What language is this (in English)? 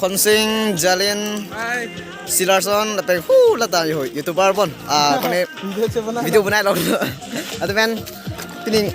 Karbi